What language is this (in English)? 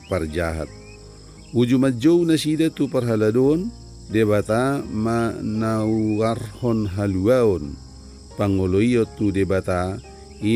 Batak Toba